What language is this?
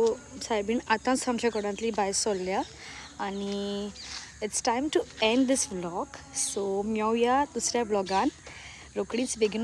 Konkani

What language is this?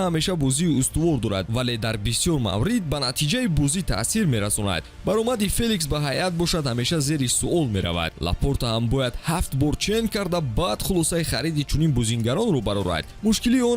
Tajik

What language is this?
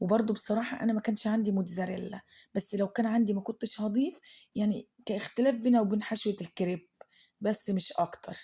Egyptian Arabic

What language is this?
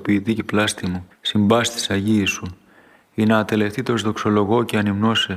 Greek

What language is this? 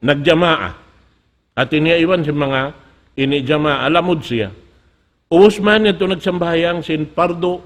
Tausug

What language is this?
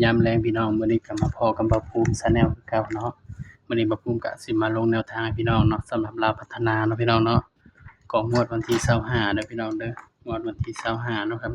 Northeastern Thai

